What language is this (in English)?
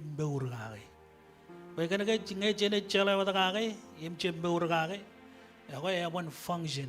Marshallese